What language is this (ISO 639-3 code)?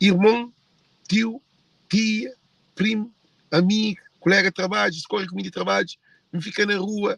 kea